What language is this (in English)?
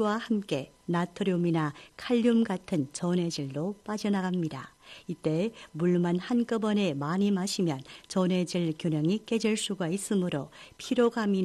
Korean